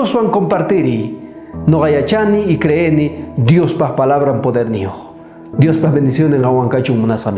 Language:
South Bolivian Quechua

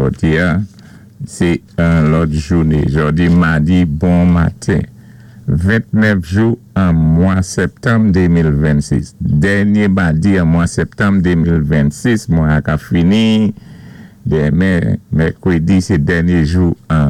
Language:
Saint Lucian Creole French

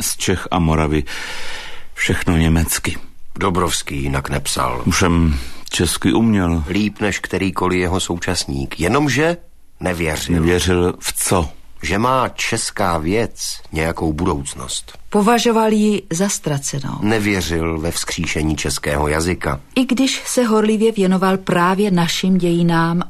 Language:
Czech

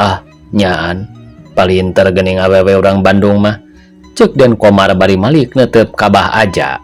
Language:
Sundanese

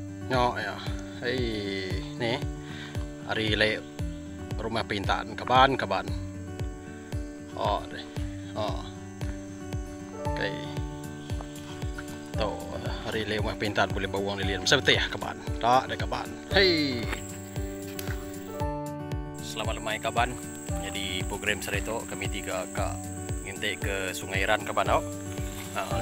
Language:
Iban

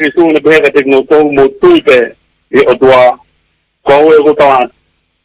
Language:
Tongan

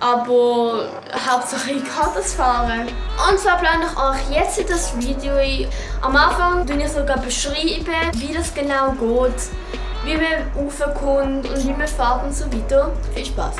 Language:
Swiss German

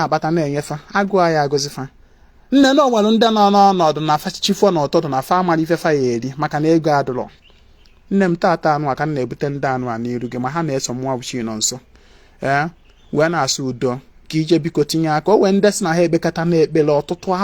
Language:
Igbo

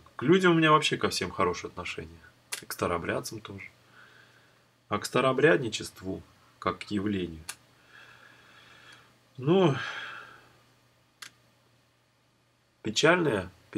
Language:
Russian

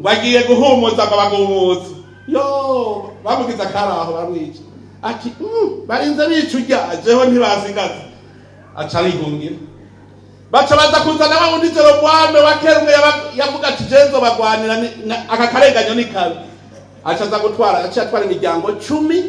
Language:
Rundi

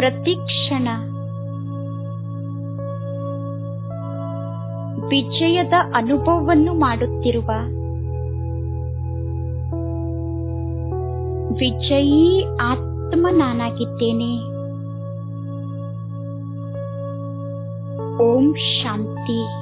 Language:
Kannada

